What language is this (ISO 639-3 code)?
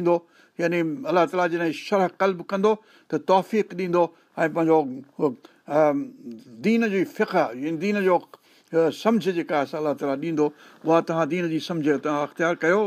snd